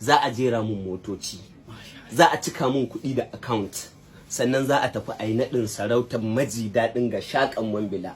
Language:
Hausa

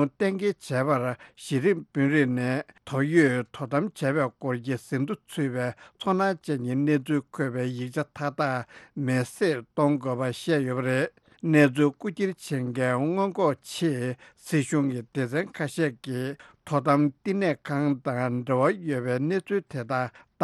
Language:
Tibetan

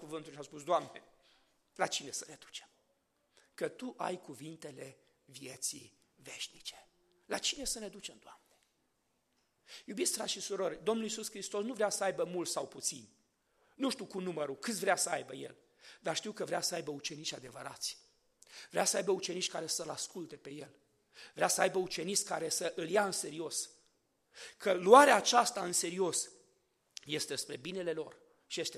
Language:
Romanian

